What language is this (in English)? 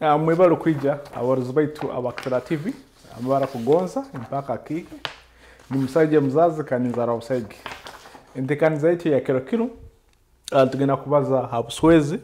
Nyoro